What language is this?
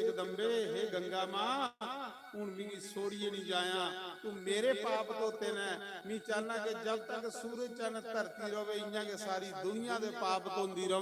Dogri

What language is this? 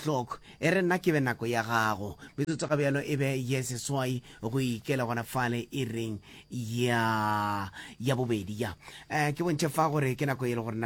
Northern Sotho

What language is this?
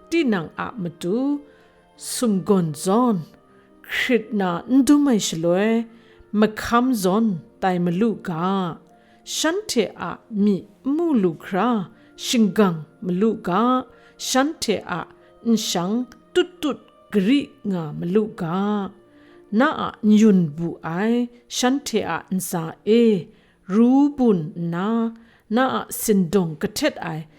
Kachin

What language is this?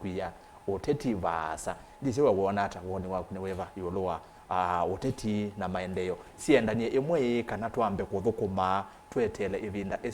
Kamba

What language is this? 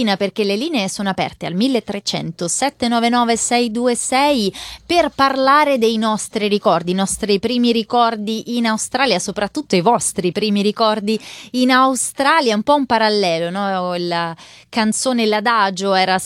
Italian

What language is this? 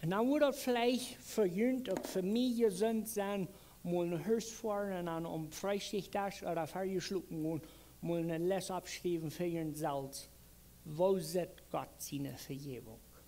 Plautdietsch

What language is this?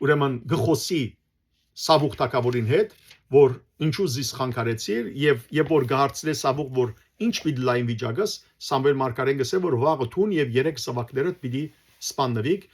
Western Armenian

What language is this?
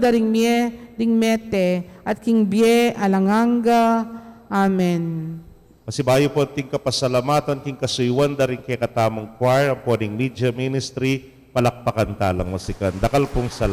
Pampanga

